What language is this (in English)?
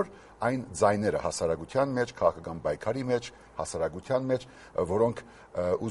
Armenian